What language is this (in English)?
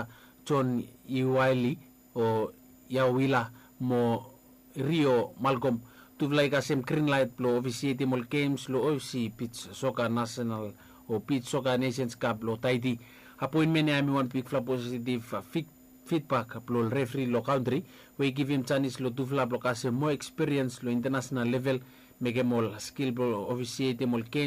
Bislama